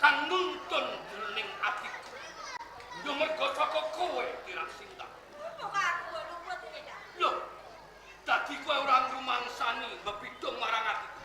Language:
Javanese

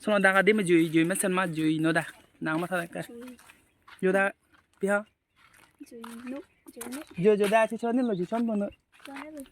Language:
Karbi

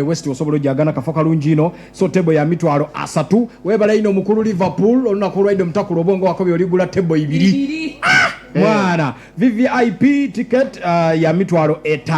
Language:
Soga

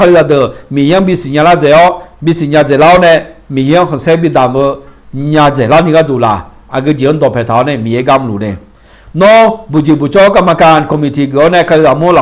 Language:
Akha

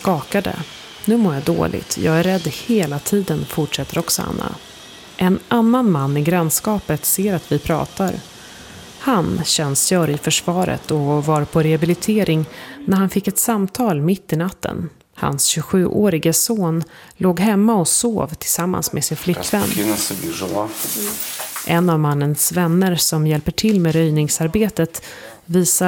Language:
Swedish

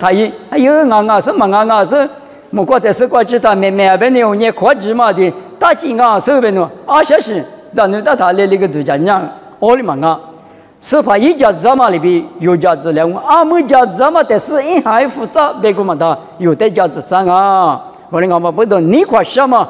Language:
Lisu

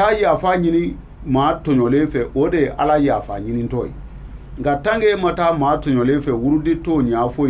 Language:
Bambara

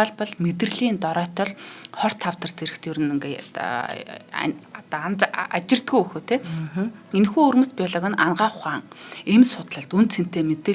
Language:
Mongolian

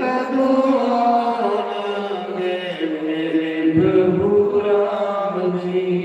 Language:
Dogri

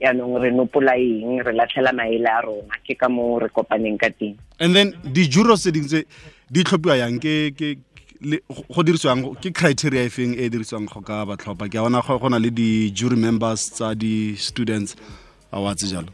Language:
Tswana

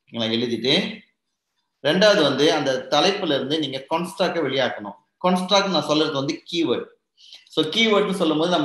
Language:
Tamil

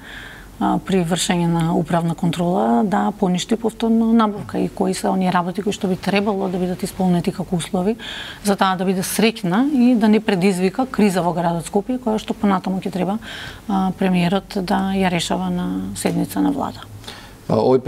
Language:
Macedonian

